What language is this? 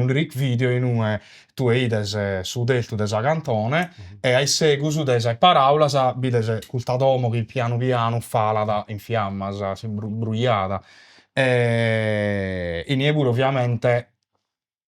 Sardinian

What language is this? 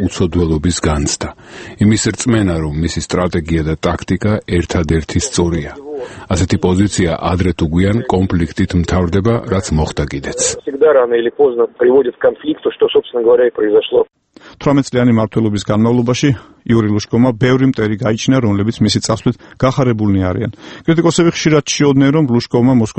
Georgian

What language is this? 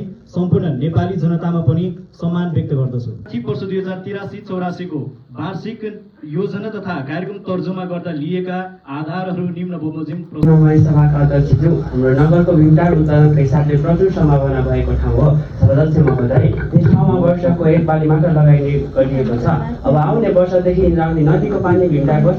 Nepali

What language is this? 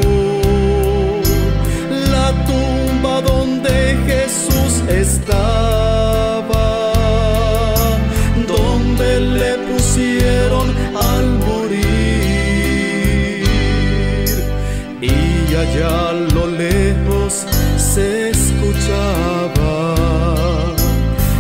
Spanish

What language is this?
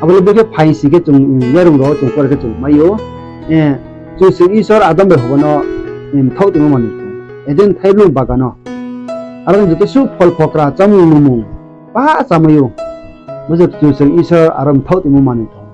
Riang (India)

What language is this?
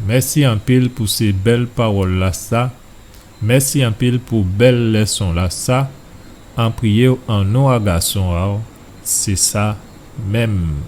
Guadeloupean Creole French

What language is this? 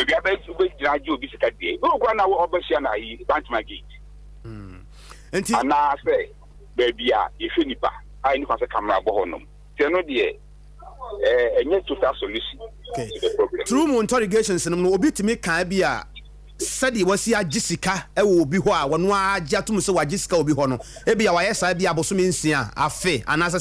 Akan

